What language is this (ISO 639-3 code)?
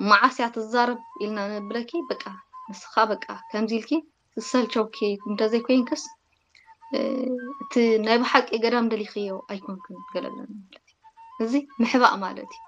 tir